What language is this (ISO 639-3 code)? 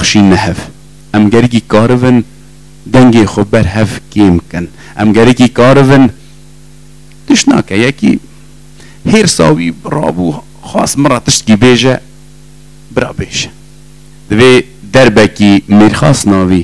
kur